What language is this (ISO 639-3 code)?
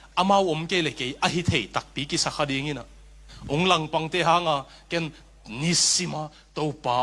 ctd